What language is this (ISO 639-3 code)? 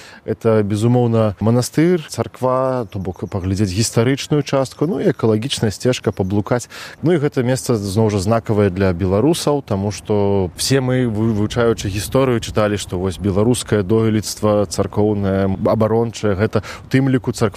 bel